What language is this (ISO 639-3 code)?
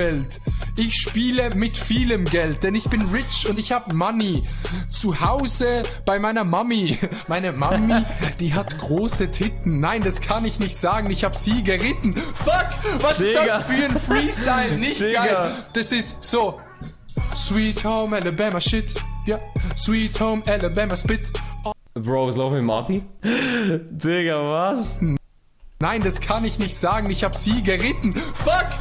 gsw